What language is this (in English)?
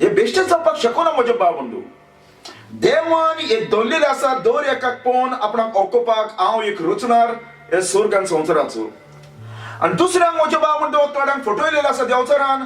Konkani